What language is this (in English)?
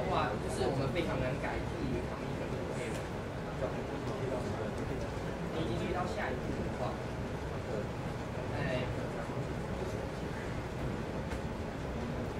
Chinese